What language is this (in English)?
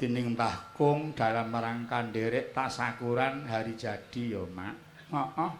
Javanese